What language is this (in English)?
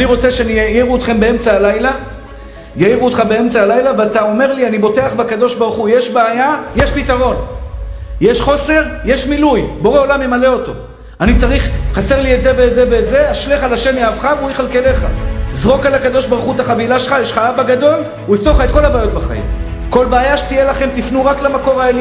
Hebrew